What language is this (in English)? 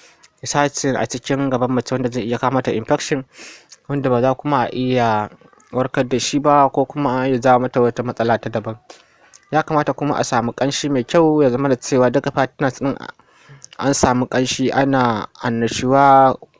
Hausa